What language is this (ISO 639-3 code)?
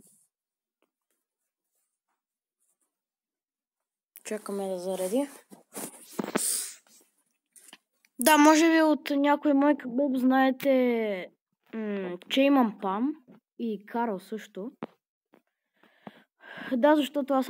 bul